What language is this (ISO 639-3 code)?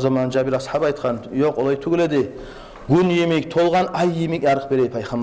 kum